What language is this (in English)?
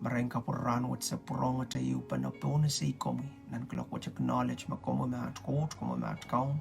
Pohnpeian